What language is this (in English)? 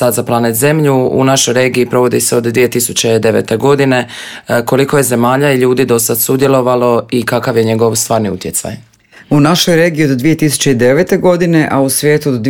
Croatian